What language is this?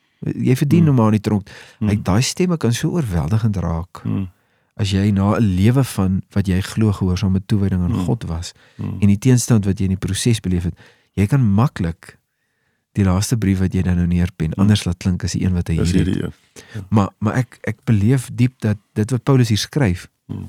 Afrikaans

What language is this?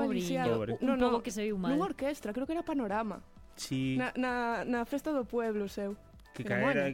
Galician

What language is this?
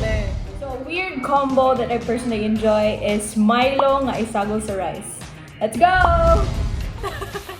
Cebuano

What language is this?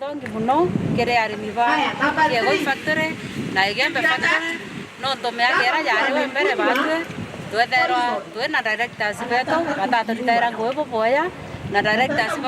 Meru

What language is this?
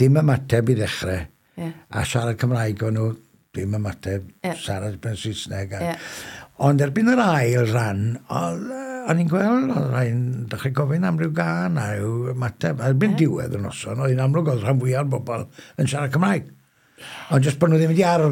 Welsh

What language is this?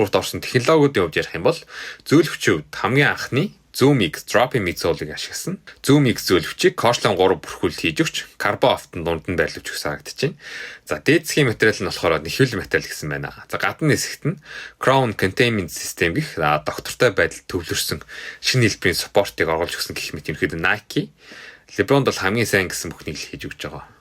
Mongolian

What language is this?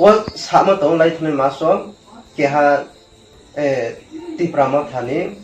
Riang (India)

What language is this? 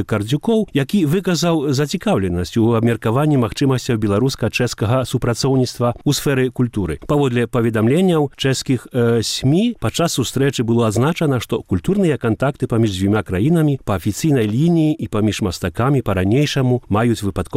Belarusian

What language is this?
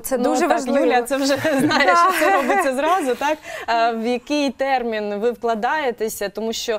Ukrainian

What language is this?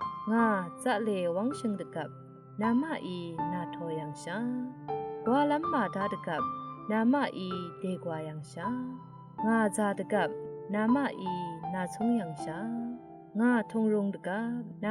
Rawang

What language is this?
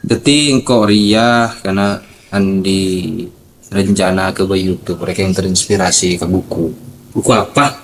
Madurese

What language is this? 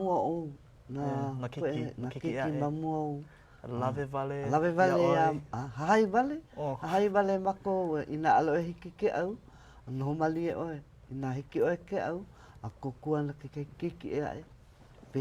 Hawaiian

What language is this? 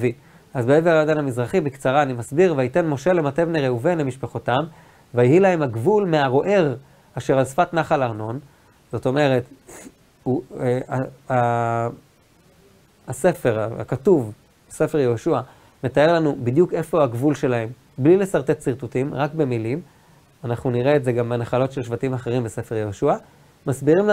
Hebrew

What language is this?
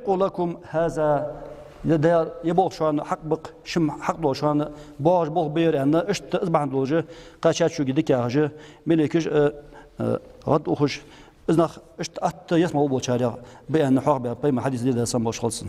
Ingush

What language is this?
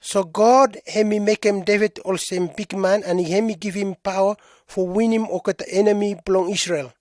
Pijin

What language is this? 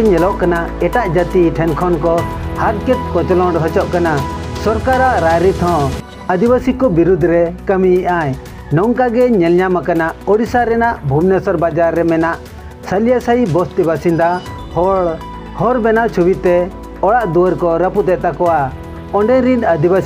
Santali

